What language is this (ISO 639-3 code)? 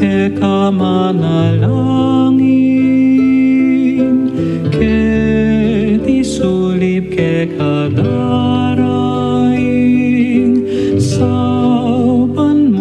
pam